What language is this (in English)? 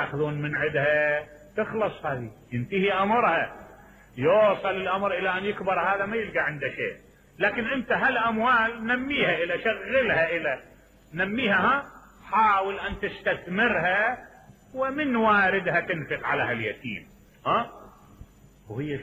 Mesopotamian Arabic